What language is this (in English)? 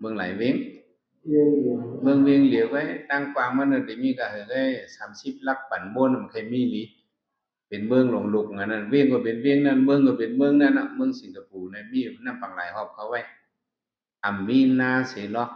Shan